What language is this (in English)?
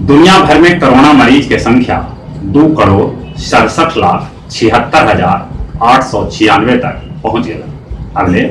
Magahi